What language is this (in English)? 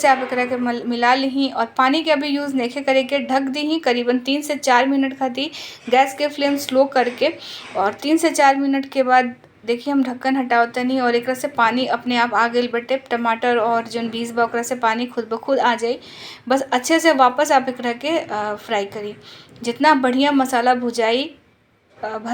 Bhojpuri